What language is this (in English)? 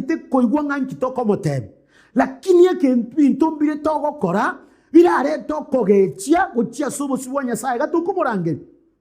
Gusii